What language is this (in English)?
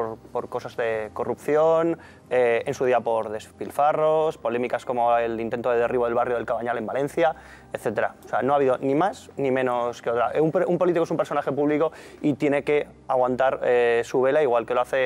Spanish